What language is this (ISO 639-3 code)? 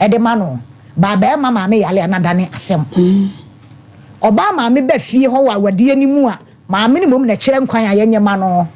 aka